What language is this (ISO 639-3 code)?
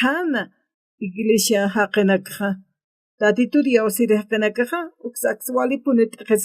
aym